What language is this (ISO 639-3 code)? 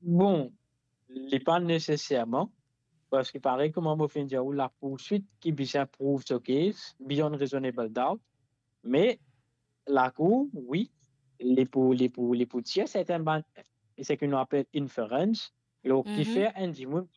mfe